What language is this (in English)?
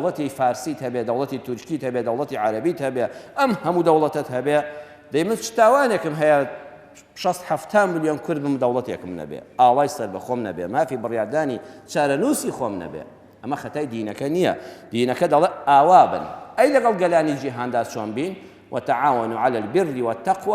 Central Kurdish